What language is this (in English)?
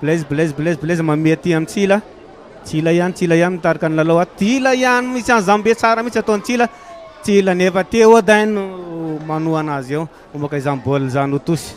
Malagasy